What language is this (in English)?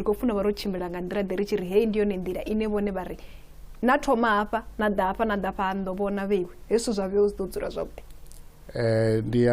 Venda